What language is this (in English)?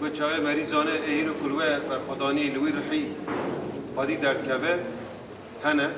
Kurdish